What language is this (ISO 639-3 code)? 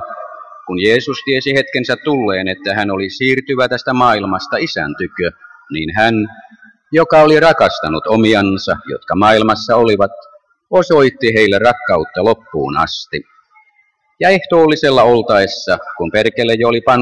fin